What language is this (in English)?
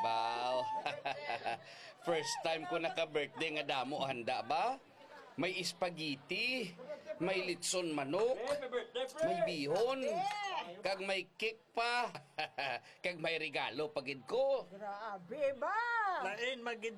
Hiligaynon